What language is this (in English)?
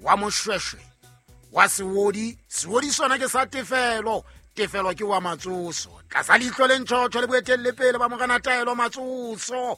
Southern Sotho